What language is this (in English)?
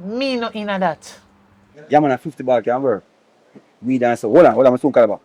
Jamaican Creole English